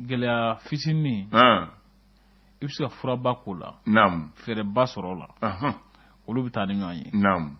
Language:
Bambara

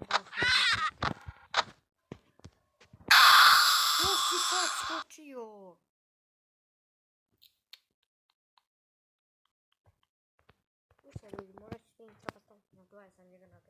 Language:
Croatian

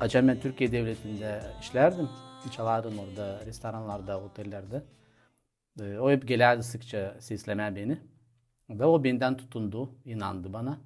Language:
Gagauz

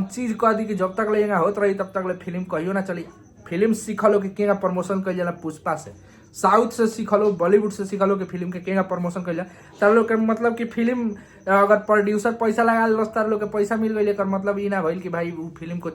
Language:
Bhojpuri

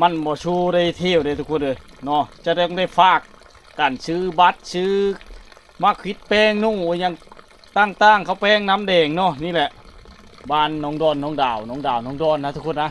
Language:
Lao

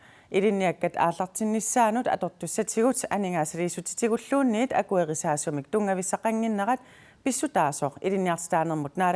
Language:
Kalaallisut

